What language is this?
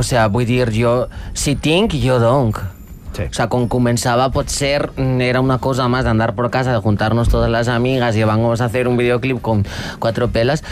Catalan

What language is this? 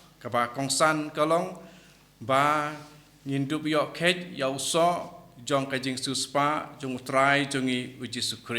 Khasi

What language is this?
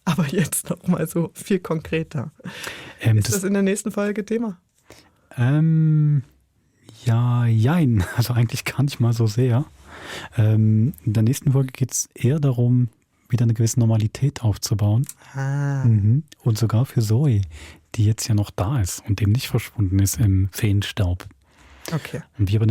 Swiss German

